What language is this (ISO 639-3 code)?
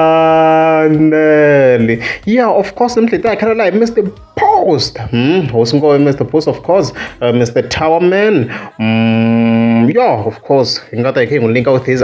tso